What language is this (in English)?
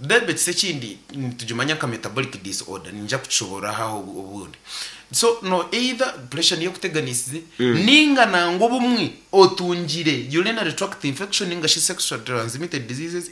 Nyankole